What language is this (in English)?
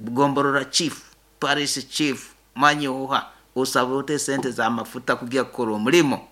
Nyoro